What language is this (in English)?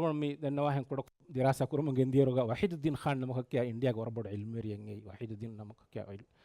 Divehi